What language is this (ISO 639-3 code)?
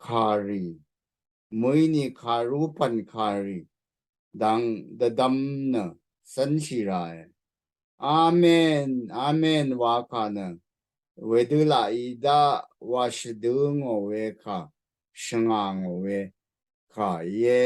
raw